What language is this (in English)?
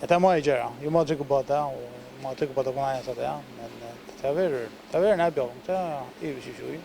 Faroese